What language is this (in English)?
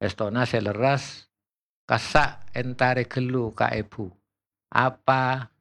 Madurese